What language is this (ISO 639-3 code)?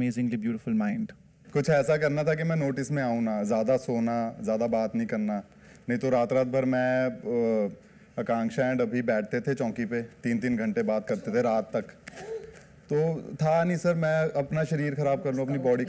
hin